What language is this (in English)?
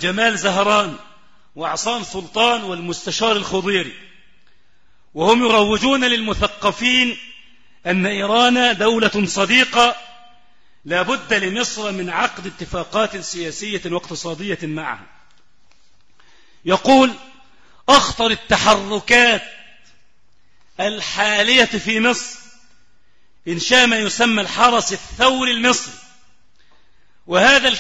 Arabic